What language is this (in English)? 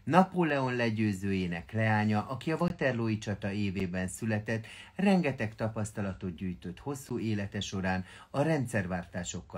Hungarian